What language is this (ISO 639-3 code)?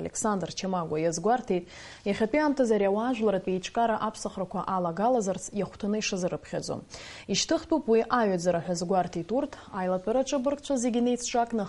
abk